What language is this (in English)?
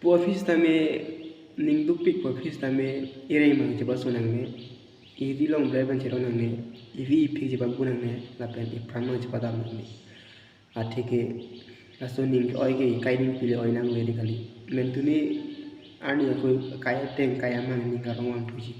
Karbi